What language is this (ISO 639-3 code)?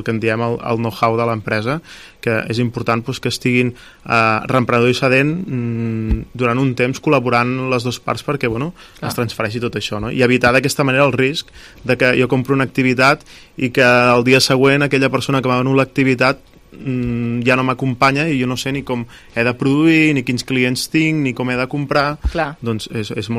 cat